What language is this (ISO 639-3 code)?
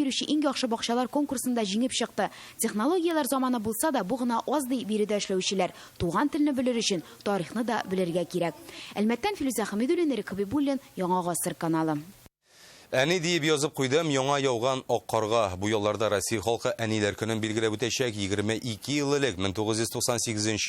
tat